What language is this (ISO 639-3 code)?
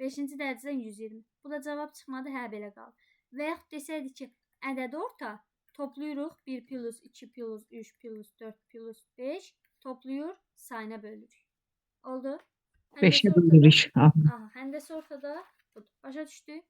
aze